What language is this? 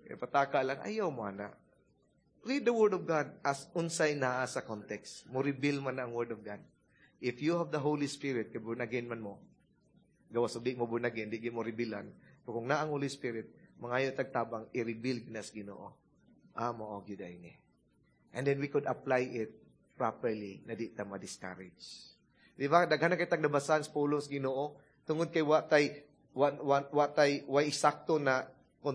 Cebuano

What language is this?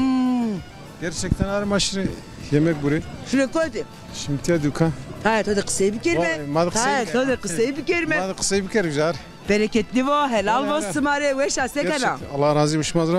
Zaza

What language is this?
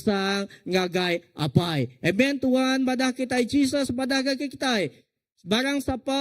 Iban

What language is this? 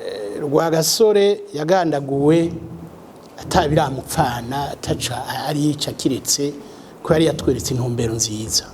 Rundi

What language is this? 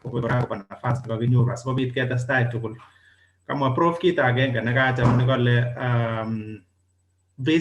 Kalenjin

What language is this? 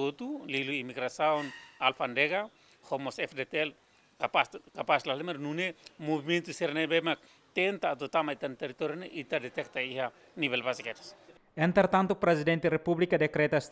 Tetum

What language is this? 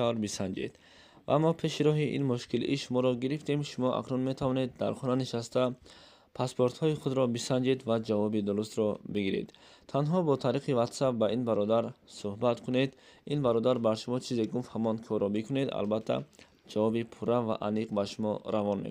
Tajik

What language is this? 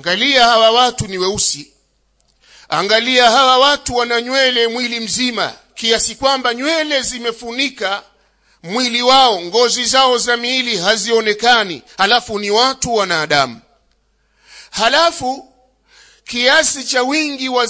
Swahili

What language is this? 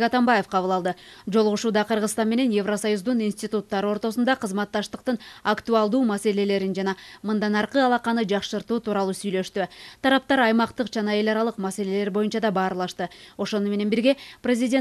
Kyrgyz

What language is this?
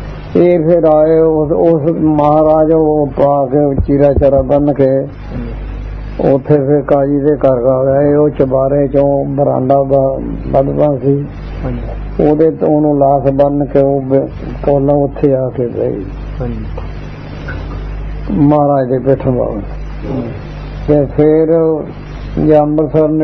Punjabi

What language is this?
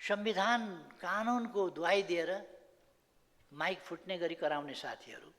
Nepali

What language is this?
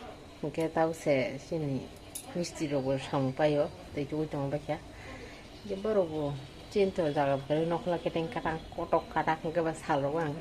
Kok Borok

